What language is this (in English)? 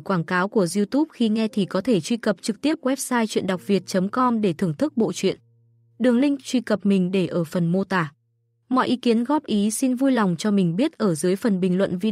Vietnamese